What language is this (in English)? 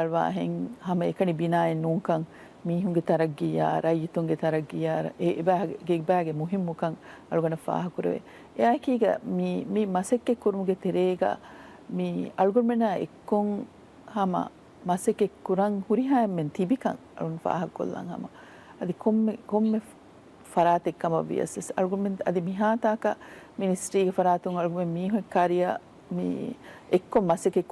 Divehi